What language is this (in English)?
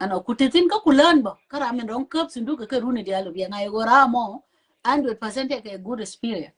Nuer